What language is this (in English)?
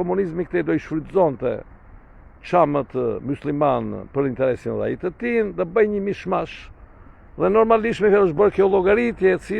Albanian